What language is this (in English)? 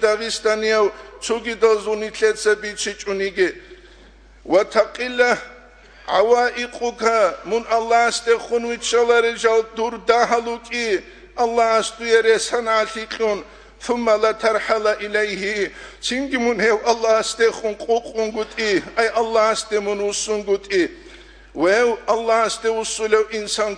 Avaric